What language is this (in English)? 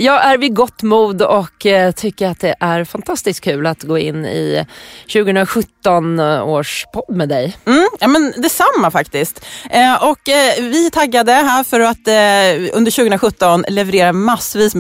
Swedish